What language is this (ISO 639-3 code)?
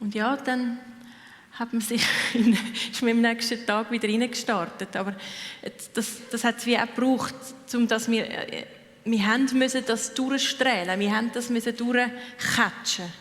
gsw